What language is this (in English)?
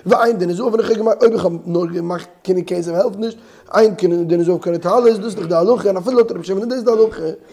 Yiddish